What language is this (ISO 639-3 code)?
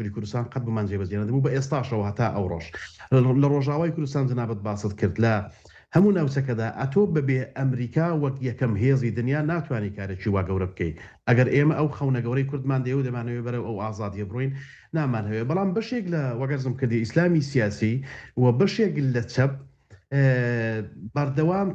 ckb